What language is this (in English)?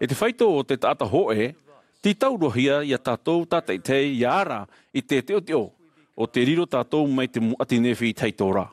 Tahitian